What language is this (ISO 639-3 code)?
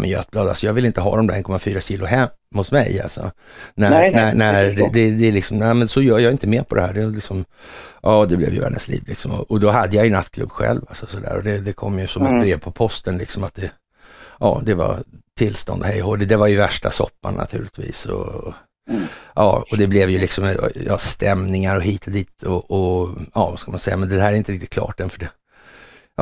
swe